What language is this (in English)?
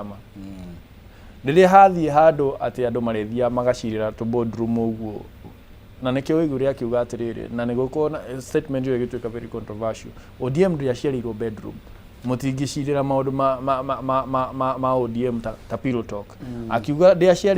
Kikuyu